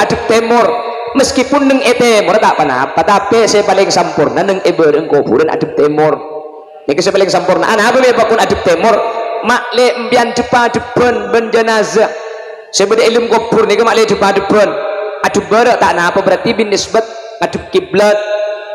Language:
Madurese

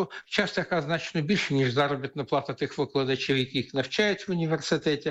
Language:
Ukrainian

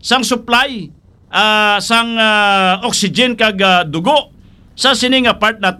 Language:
Hiligaynon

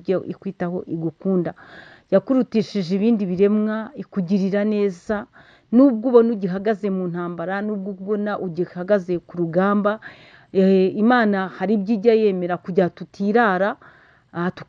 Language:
Kinyarwanda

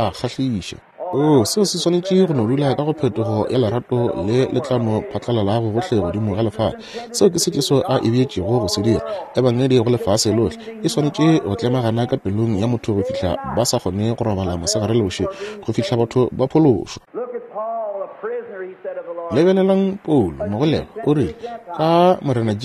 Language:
Northern Sotho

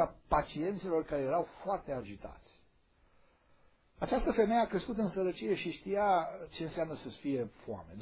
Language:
Romanian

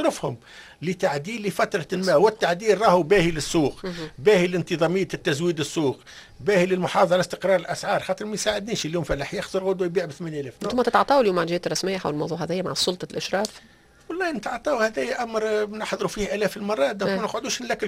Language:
Tunisian Arabic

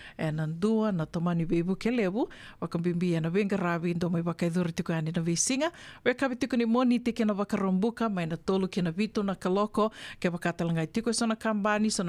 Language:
Fijian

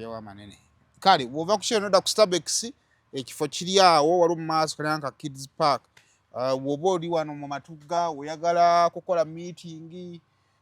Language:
Ganda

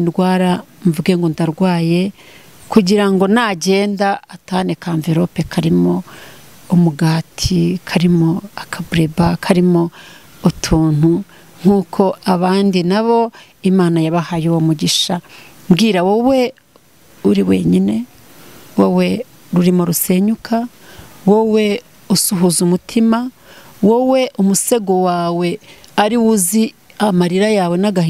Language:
Kinyarwanda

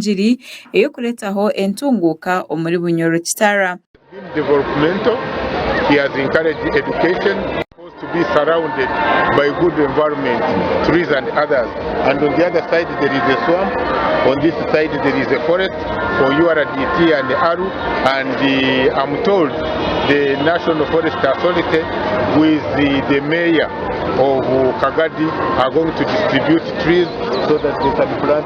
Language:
Nyankole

